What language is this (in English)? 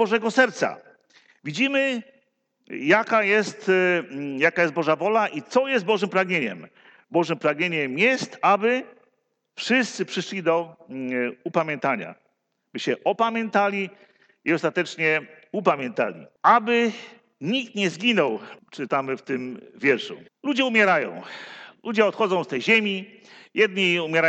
Polish